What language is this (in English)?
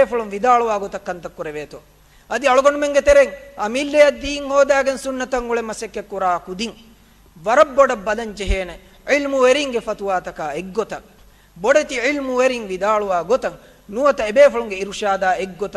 Divehi